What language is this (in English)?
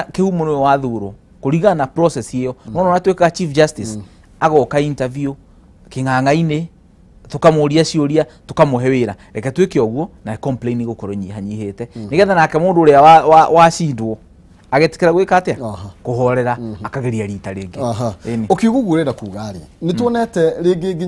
Kikuyu